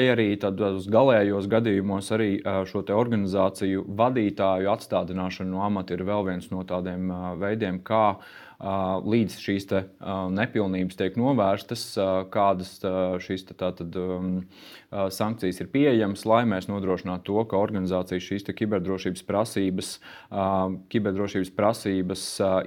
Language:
Latvian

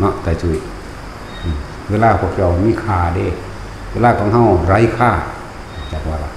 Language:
Northeastern Thai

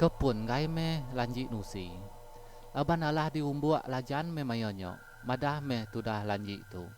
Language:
Iban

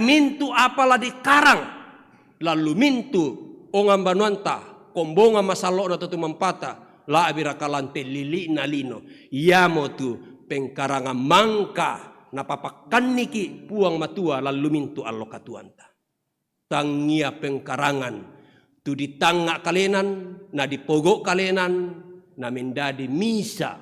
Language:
Toraja-Sa'dan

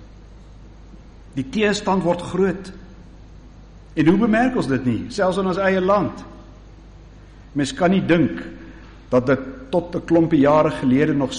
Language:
Afrikaans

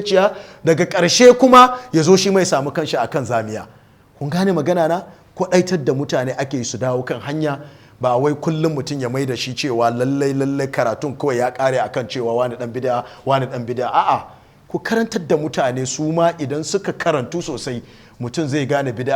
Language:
Hausa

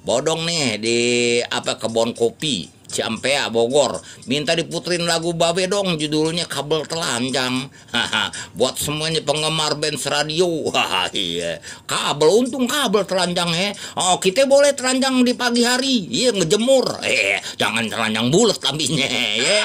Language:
Betawi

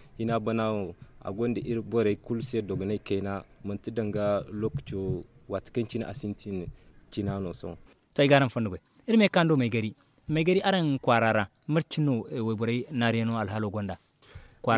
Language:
Zarma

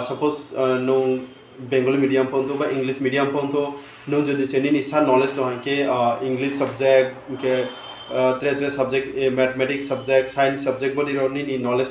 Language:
Riang (India)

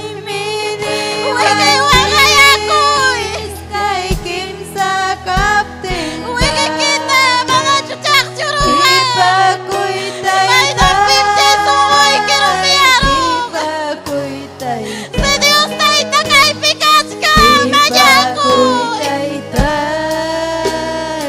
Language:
Ayacucho Quechua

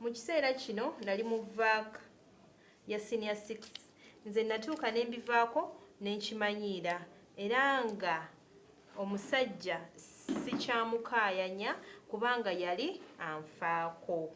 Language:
Ganda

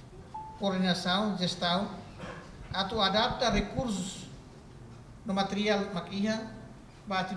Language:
Tetum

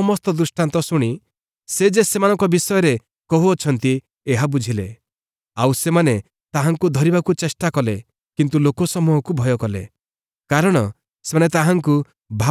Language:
Odia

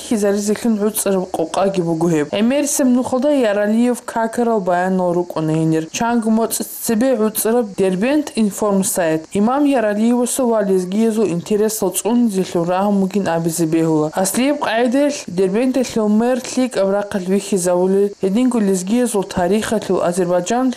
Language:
Avaric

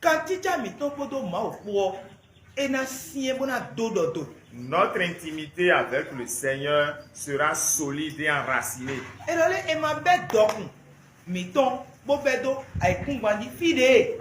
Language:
Fon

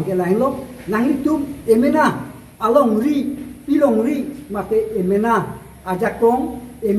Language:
Karbi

